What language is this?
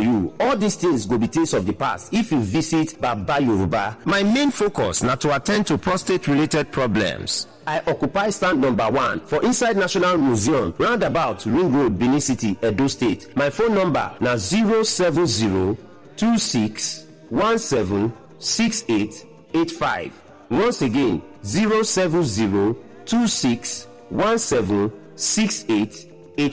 Nigerian Pidgin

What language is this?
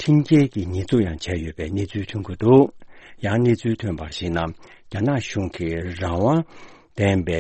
Tibetan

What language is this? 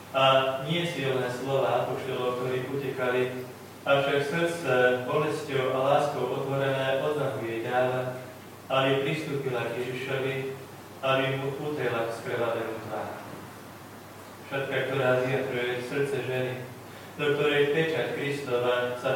Slovak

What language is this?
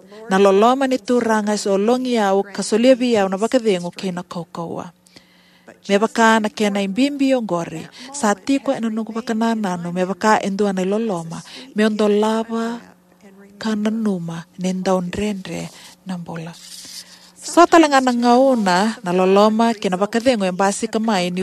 Fijian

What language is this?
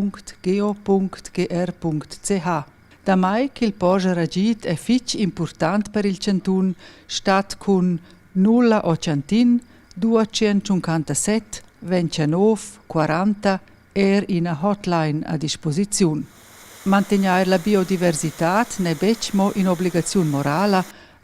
Romansh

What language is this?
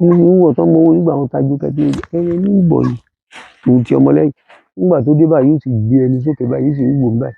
Yoruba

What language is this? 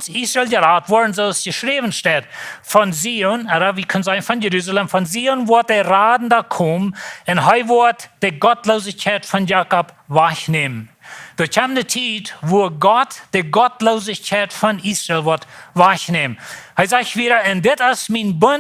Plautdietsch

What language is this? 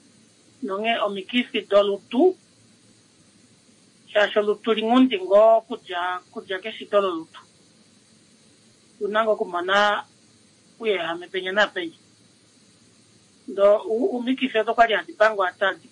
Swahili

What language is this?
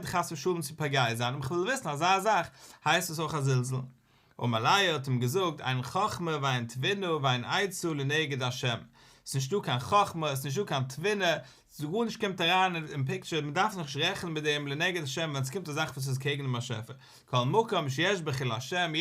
Yiddish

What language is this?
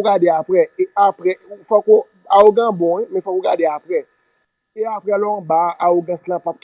Haitian Creole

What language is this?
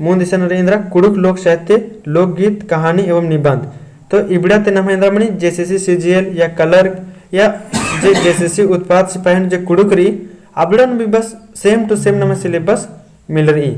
Kurukh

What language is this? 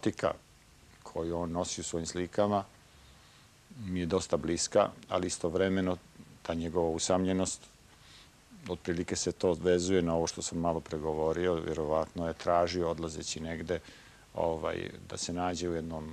Serbian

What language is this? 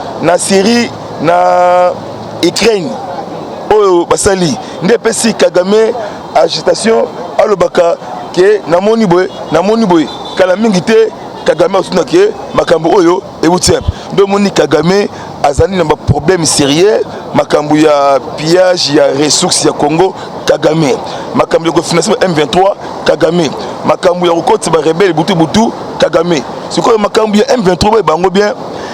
Lingala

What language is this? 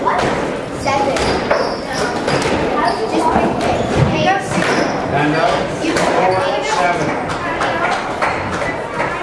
English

